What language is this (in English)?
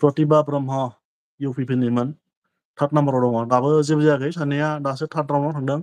Bodo